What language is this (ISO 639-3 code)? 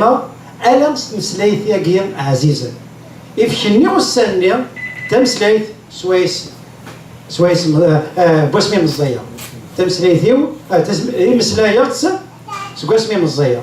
kab